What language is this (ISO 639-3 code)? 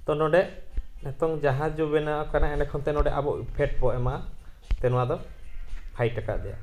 sat